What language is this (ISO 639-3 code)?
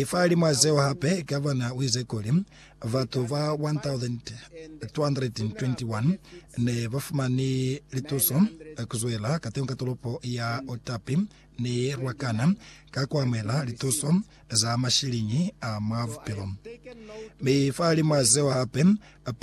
loz